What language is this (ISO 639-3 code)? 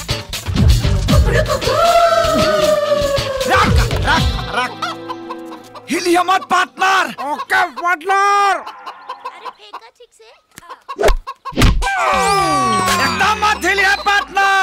bho